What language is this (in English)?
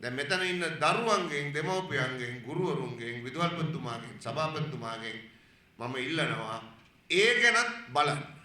Sinhala